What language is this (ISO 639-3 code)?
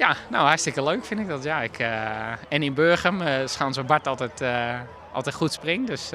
fry